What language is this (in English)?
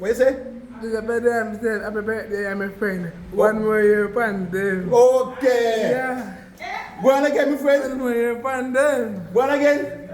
Jamaican Creole English